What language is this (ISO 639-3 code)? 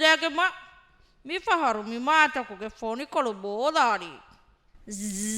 div